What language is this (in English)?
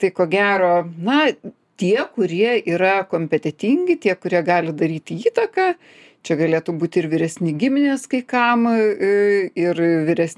Lithuanian